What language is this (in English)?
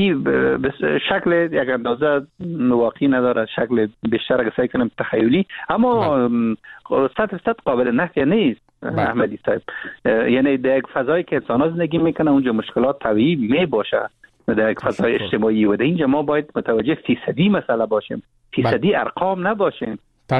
Persian